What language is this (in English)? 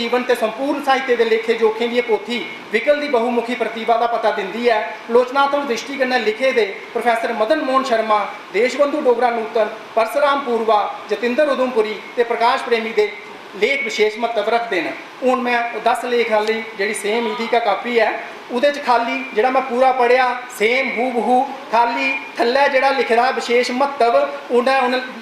Dogri